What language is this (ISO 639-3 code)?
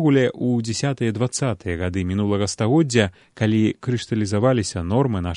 bel